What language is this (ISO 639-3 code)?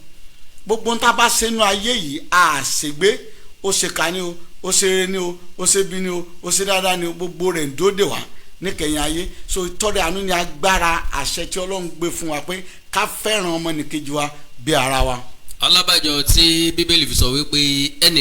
yor